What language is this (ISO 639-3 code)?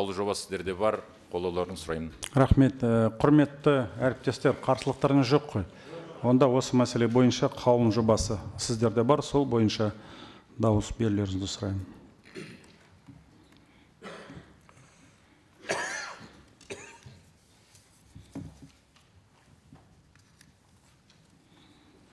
kaz